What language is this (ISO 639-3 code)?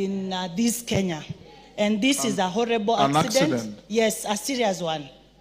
guz